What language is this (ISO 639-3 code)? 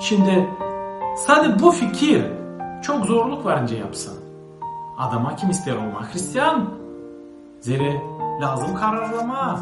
gag